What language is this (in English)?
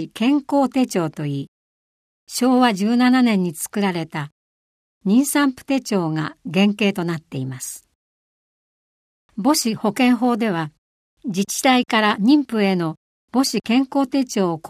Japanese